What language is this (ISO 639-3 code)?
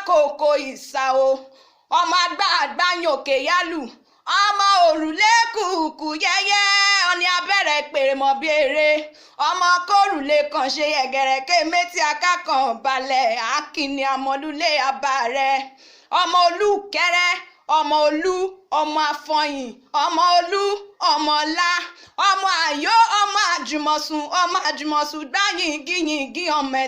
yor